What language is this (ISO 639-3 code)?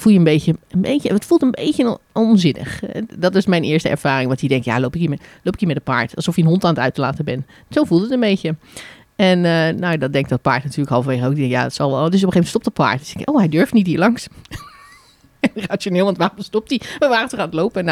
nld